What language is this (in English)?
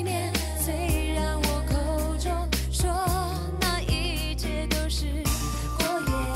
Chinese